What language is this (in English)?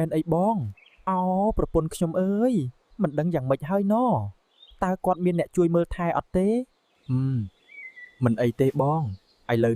Khmer